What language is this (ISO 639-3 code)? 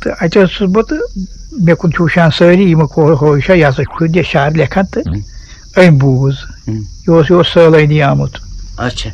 kas